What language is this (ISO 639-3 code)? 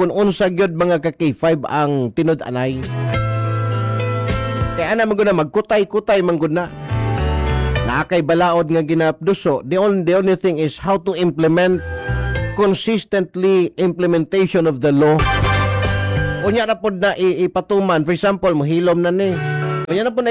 ceb